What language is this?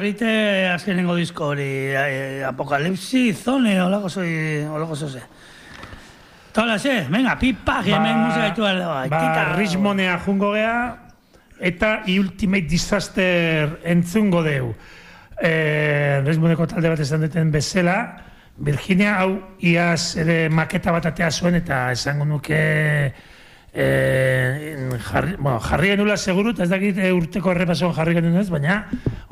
Basque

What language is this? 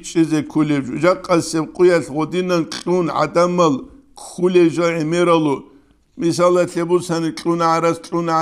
Avaric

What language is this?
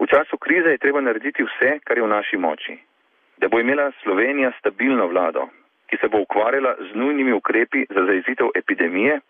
Slovenian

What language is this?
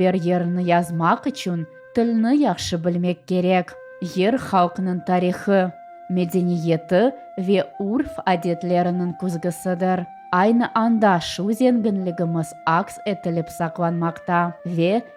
Crimean Tatar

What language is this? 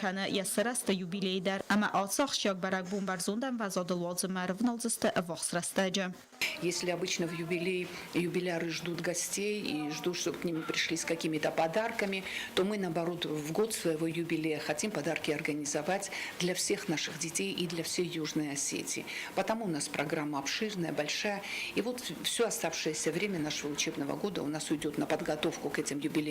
Ossetic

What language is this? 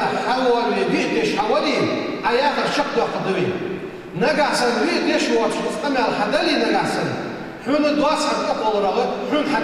Ingush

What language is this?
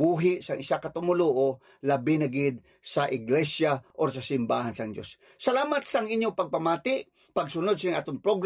Hiligaynon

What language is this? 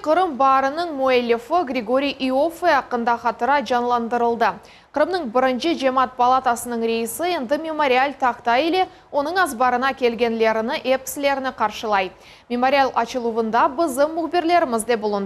Crimean Tatar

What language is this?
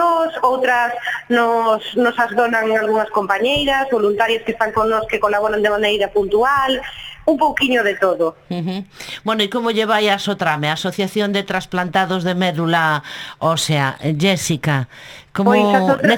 Galician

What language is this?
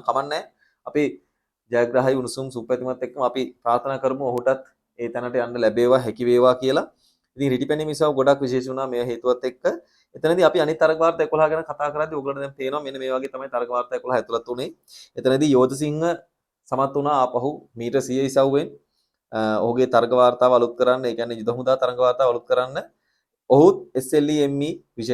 Sinhala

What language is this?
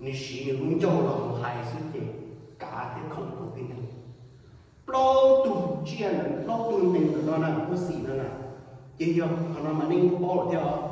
Hmong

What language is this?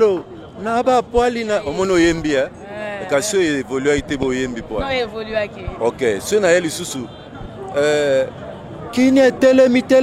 Lingala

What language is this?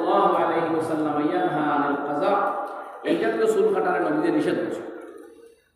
Sylheti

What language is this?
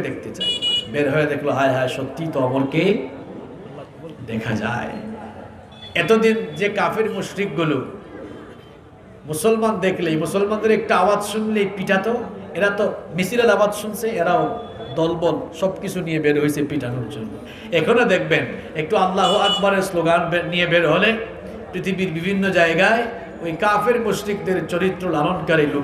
Bangla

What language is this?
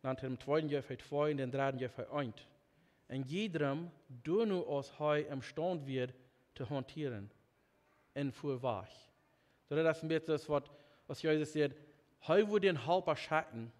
Plautdietsch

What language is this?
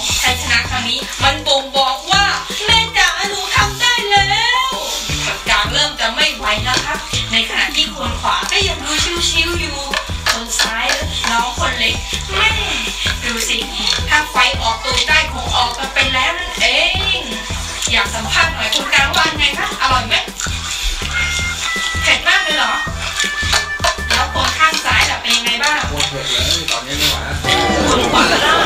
Thai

